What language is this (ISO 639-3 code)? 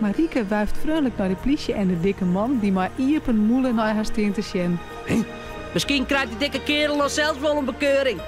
fry